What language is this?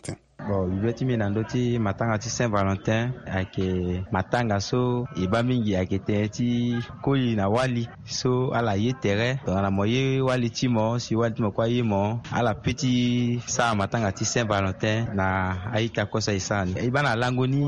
Sango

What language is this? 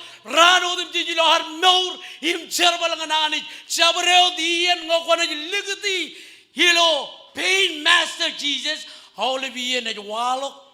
Marshallese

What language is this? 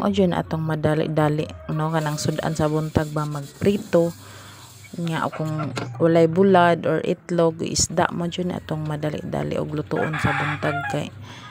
Cebuano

